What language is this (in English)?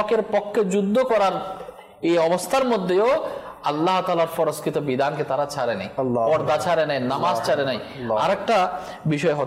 Bangla